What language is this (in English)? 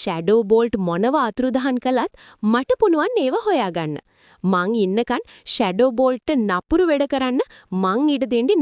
Sinhala